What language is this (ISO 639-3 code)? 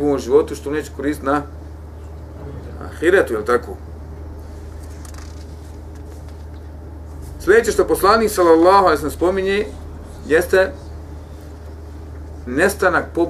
bos